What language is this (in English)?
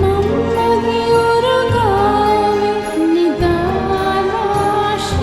Divehi